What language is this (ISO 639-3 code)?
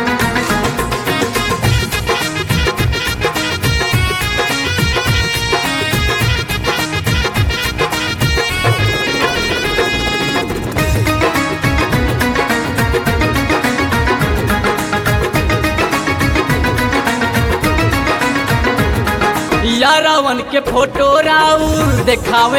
bho